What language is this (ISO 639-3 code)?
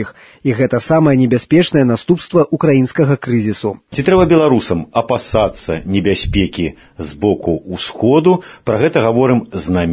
bel